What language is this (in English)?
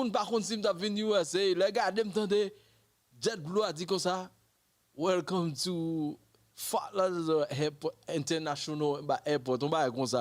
Haitian Creole